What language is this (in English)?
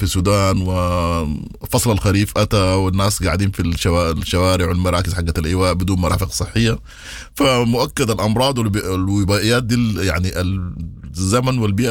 Sudanese Arabic